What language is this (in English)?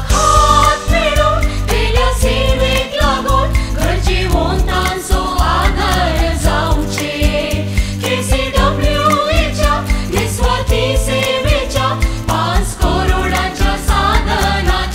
Konkani